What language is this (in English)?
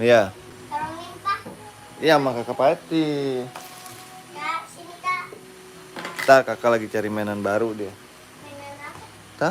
Betawi